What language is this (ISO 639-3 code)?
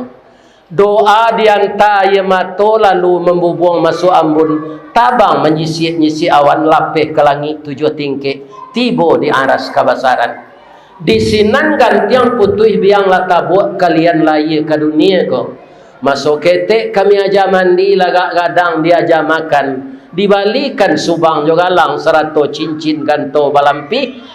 min